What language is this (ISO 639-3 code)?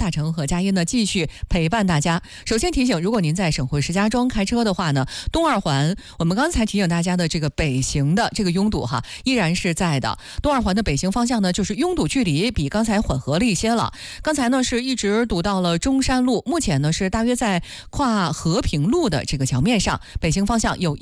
zho